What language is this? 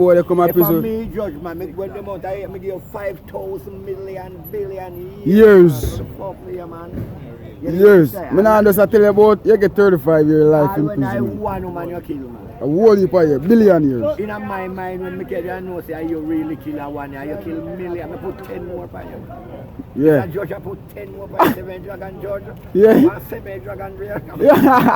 Jamaican Creole English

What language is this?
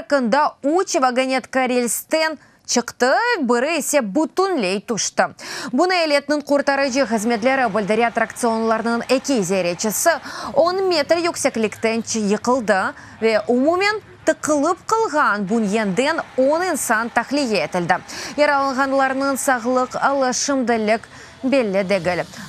Crimean Tatar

